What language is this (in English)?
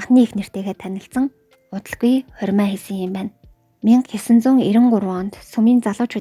Mongolian